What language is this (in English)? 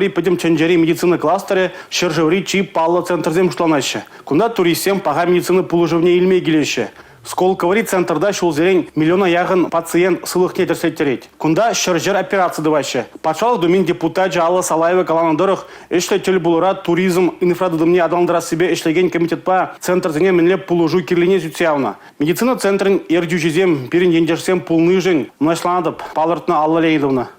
Chuvash